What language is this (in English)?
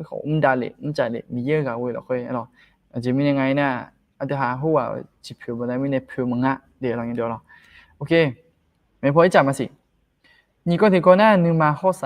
Akha